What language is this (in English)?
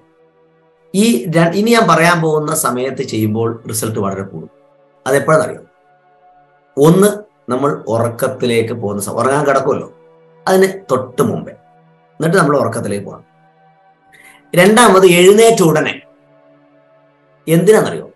Malayalam